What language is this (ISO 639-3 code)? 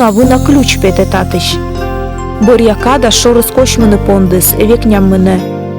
kom